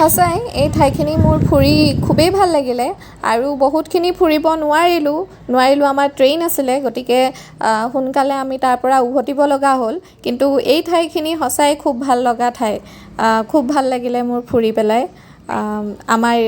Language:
Assamese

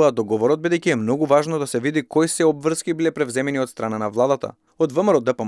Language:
Macedonian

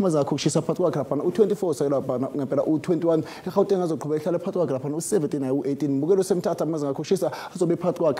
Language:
Zulu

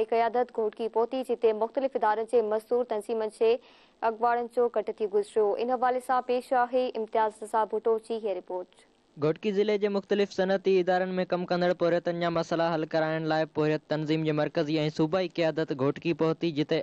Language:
Sindhi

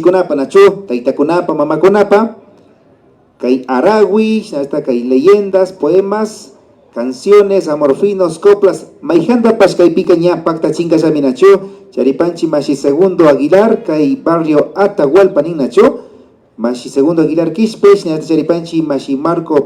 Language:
Imbabura Highland Quichua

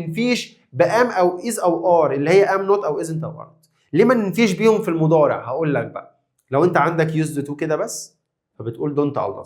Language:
Egyptian Arabic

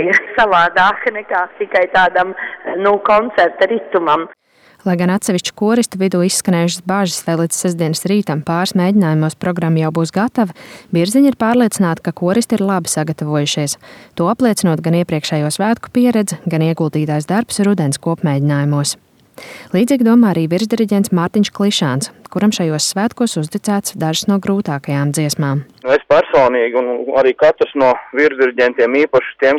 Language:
Latvian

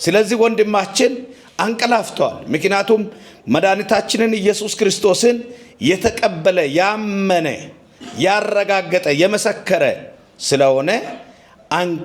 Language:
Amharic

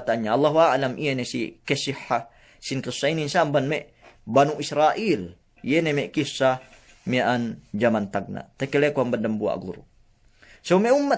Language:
Yakan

